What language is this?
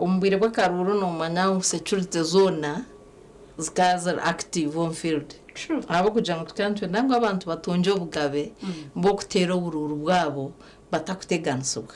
Nyankole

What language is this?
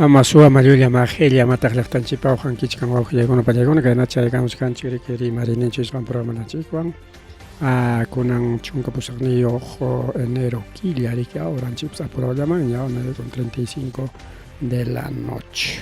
Ayacucho Quechua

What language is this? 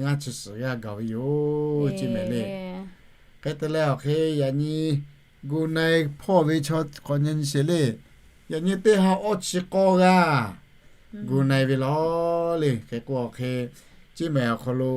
Lahu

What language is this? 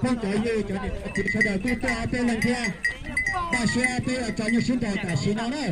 Hmong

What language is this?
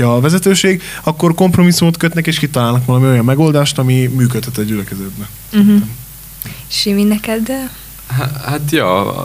Hungarian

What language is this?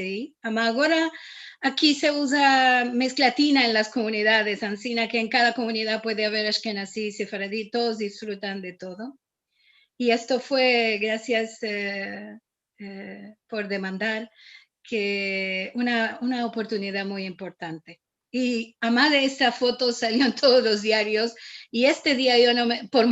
Ladino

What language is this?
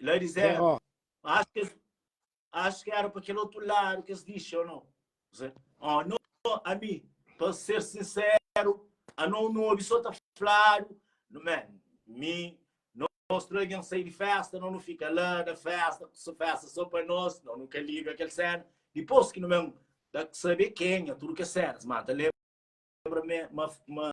Kabuverdianu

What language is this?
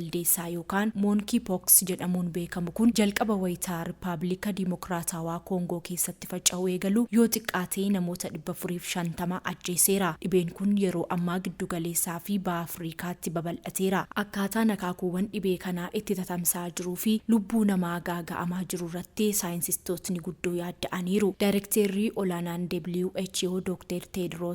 Oromo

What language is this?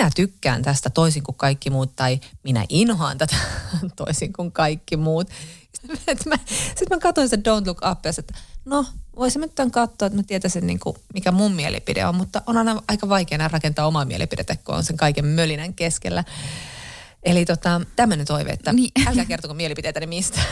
Finnish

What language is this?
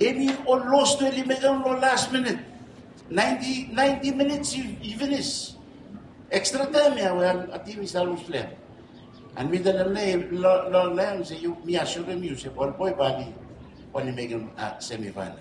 Bislama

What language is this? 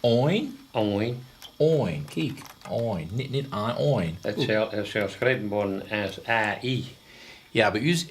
Western Frisian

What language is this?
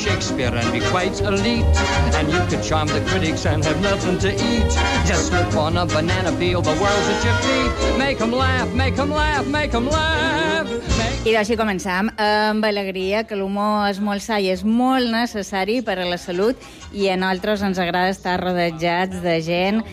Catalan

